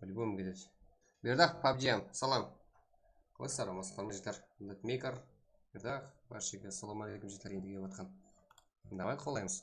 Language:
Kara-Kalpak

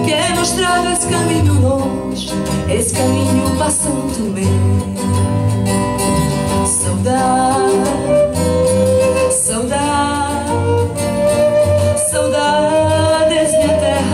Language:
Serbian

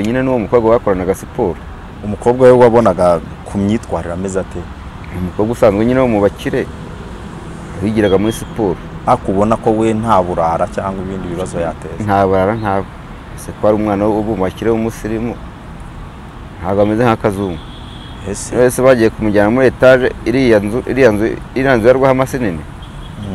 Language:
Kinyarwanda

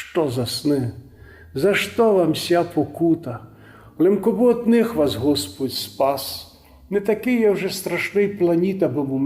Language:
Rusyn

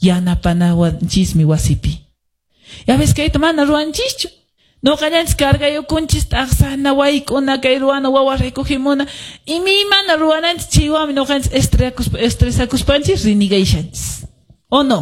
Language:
Quechua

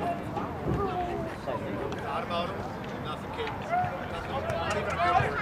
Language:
English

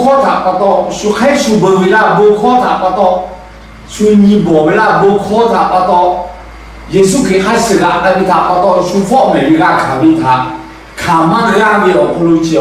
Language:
Lahu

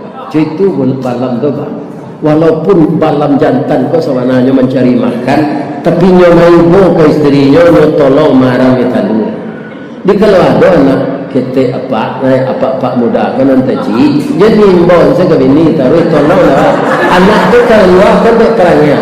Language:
Minangkabau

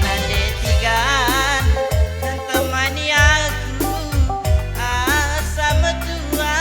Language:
Batak Karo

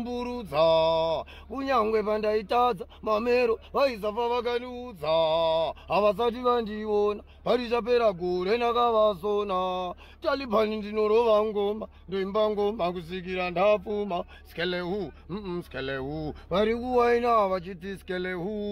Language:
Shona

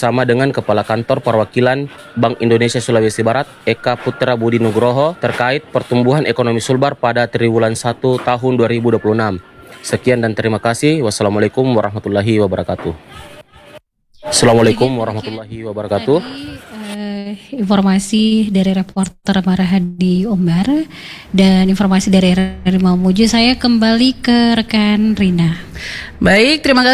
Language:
Indonesian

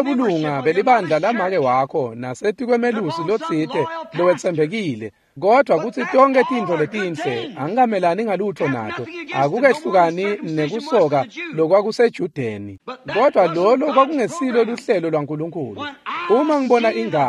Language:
Swati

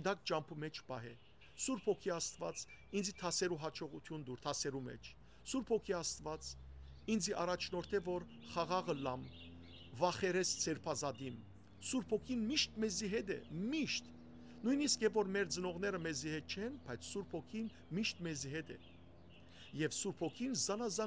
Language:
Western Armenian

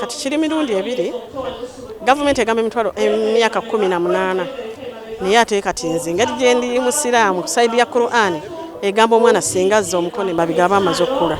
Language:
Ganda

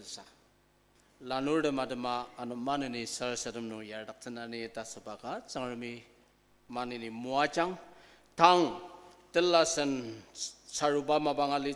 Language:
Ao Naga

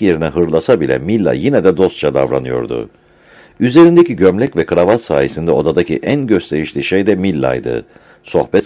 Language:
Turkish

